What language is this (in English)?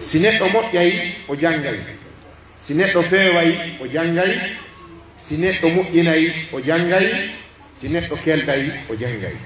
Pular